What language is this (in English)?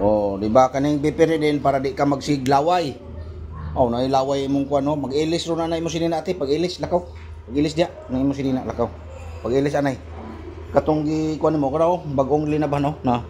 Cebuano